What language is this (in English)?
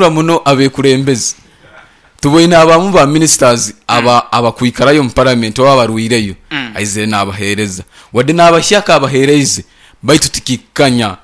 Nyankole